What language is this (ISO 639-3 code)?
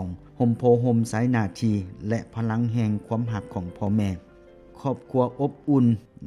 lao